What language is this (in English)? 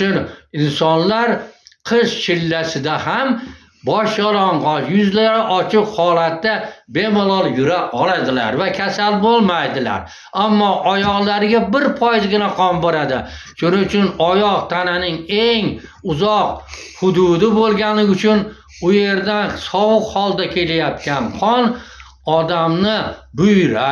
Uzbek